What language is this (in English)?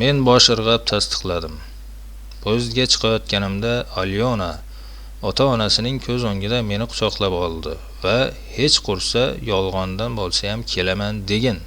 Uzbek